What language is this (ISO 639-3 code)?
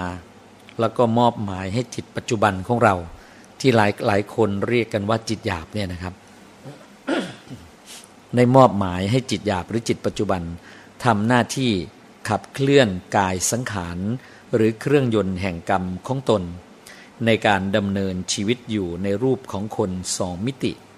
tha